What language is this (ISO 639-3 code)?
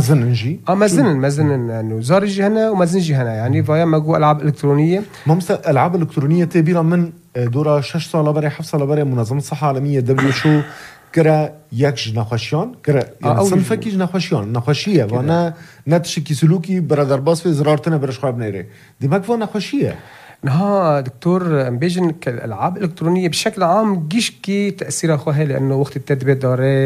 kur